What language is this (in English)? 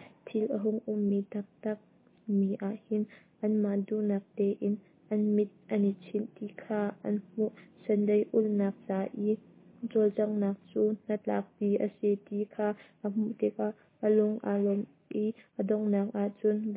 Hakha Chin